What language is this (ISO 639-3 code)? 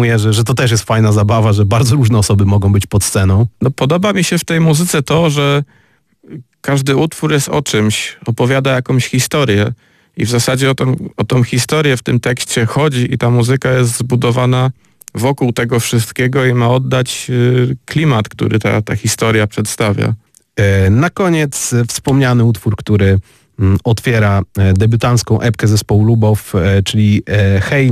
pol